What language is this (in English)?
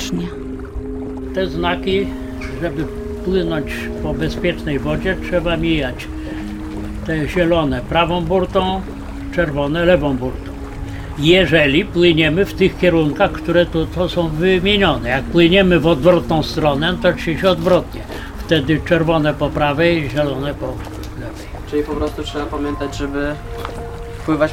Polish